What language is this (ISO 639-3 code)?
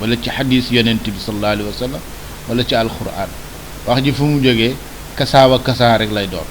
wol